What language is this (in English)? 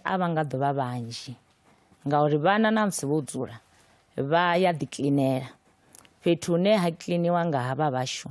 Venda